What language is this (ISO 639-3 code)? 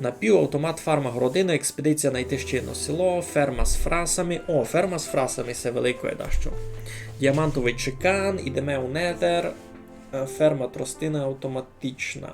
rue